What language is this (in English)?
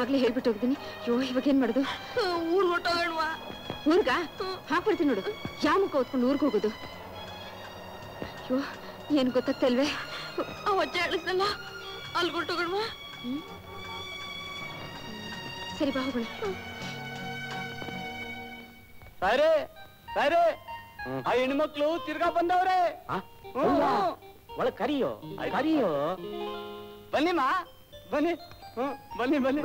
Kannada